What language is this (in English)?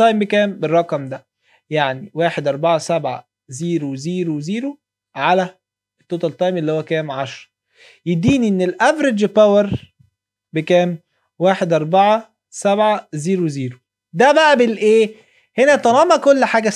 Egyptian Arabic